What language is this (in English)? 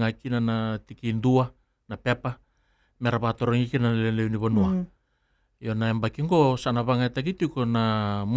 Fijian